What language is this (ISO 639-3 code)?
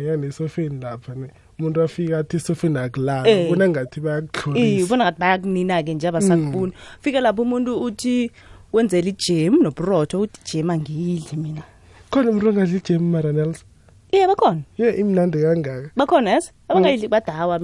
nbl